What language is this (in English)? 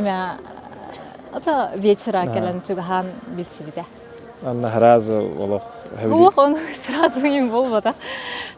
Yakut